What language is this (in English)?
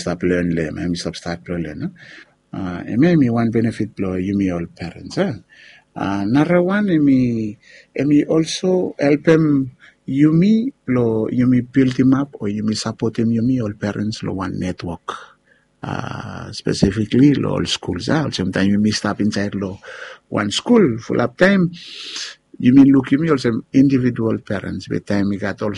Bislama